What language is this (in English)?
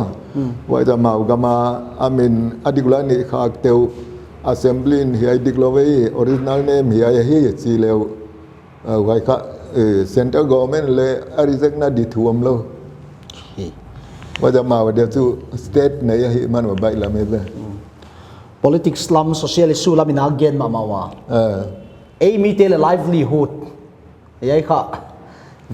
Paite Chin